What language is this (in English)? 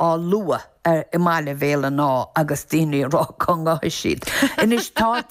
Irish